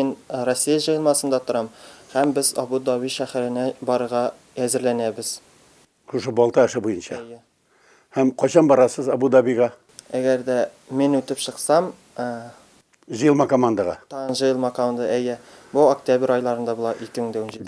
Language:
Tatar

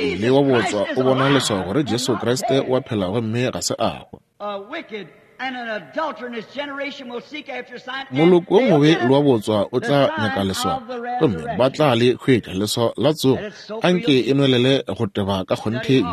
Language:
Northern Sotho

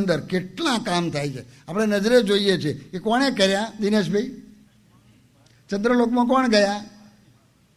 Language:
Gujarati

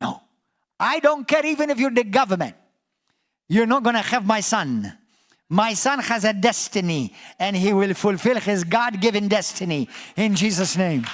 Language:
English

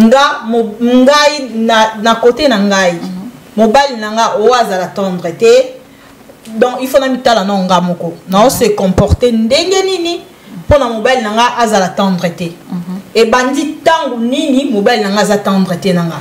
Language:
Lingala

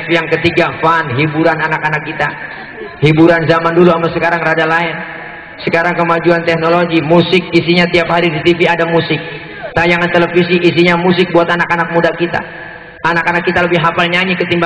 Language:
Betawi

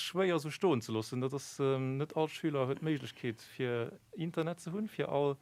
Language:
Luxembourgish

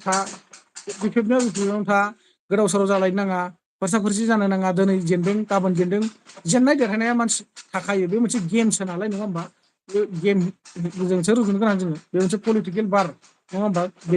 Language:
Bodo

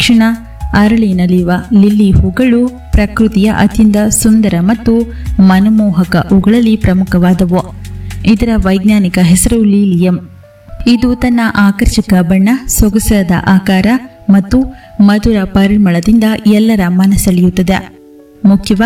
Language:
Kannada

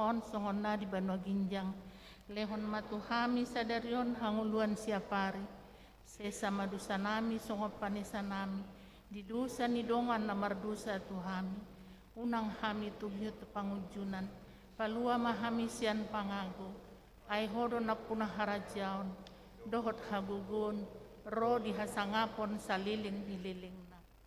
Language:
Batak Toba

